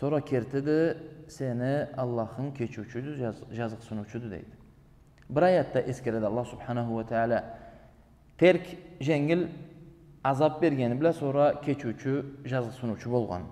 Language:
Karachay-Balkar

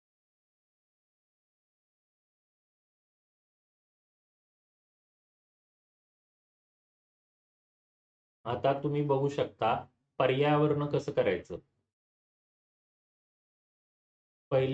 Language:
Marathi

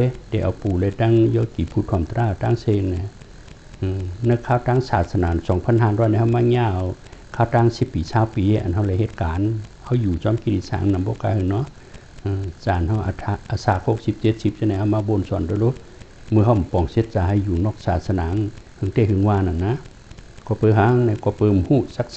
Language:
Shan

